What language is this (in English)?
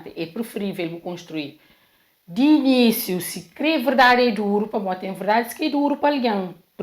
Kabuverdianu